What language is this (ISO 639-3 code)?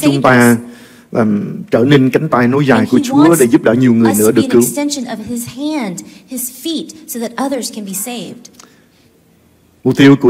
vie